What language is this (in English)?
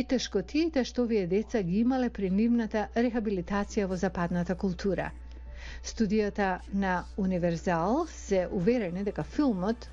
Macedonian